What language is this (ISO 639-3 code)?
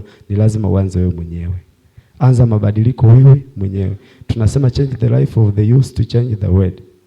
swa